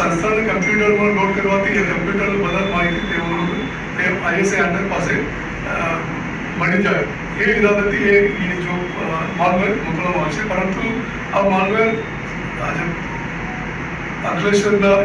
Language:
Gujarati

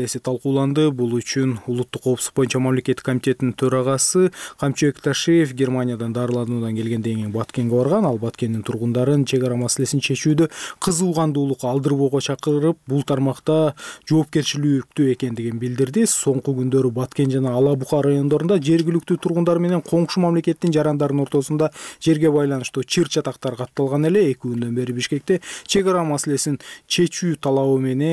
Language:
Kyrgyz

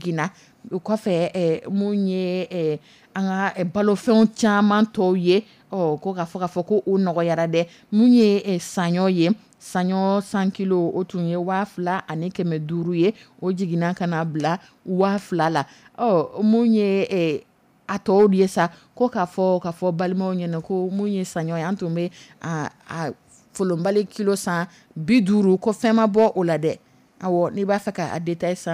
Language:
Dyula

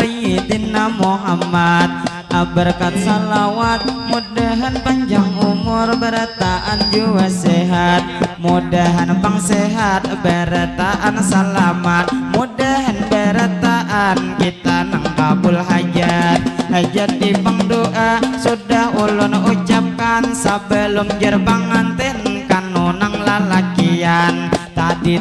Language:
Banjar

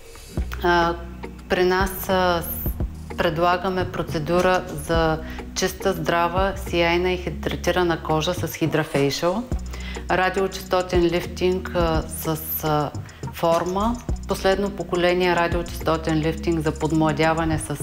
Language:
Bulgarian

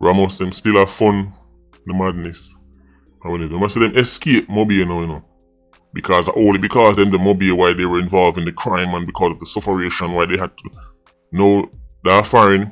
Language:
Jamaican Creole English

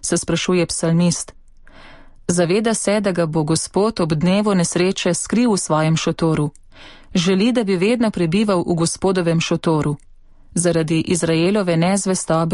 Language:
Slovenian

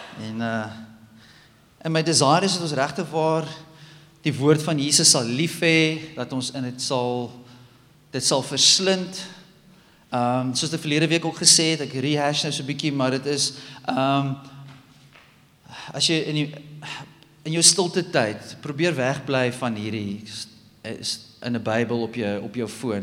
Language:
Afrikaans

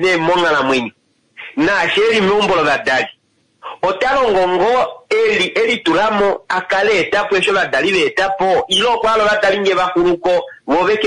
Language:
Kuanyama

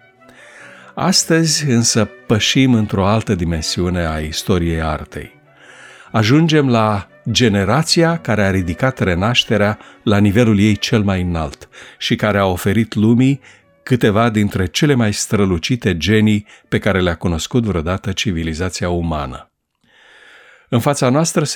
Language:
Romanian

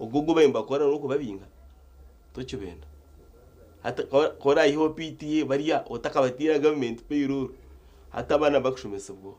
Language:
Nyankole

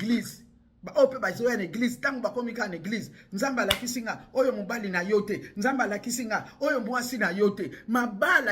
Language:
Lingala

